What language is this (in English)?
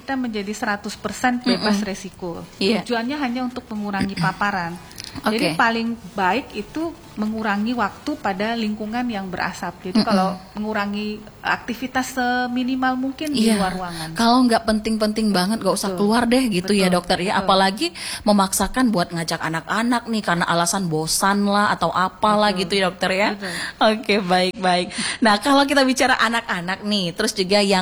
Indonesian